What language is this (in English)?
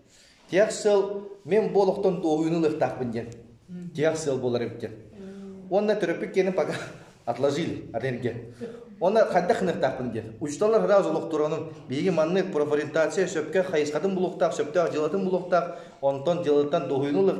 Yakut